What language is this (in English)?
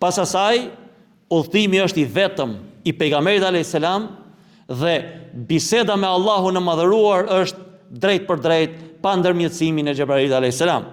Albanian